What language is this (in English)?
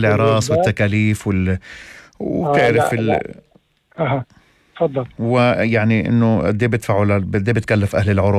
North Levantine Arabic